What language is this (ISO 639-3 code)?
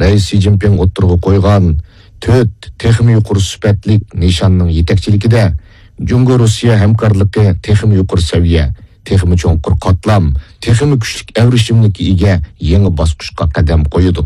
uig